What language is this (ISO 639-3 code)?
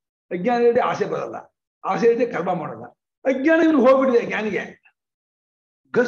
kan